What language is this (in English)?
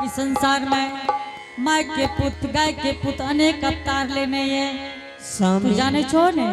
Angika